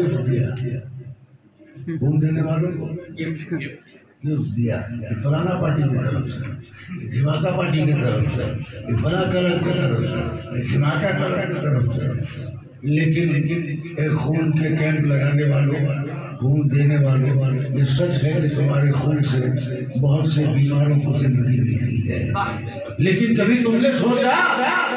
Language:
Urdu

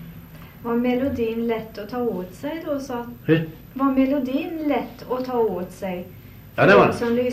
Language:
Swedish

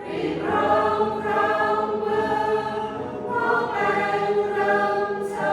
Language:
Central Mnong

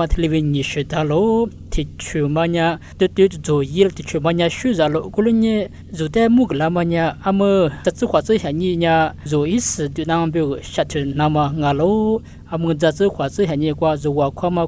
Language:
Lisu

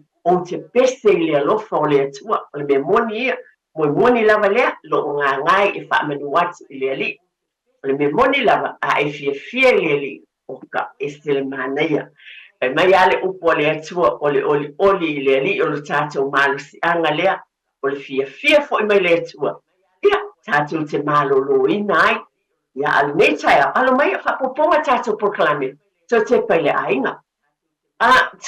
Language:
Samoan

